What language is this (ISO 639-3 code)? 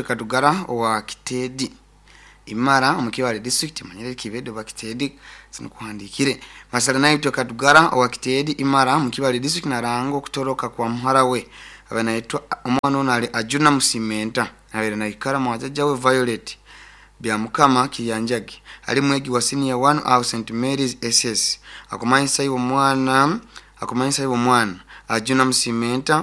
nyo